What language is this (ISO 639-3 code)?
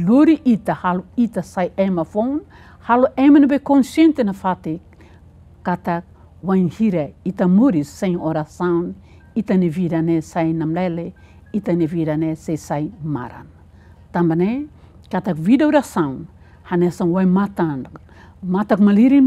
tet